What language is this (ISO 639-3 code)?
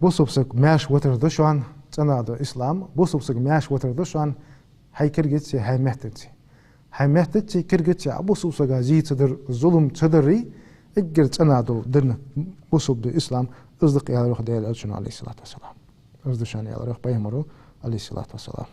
inh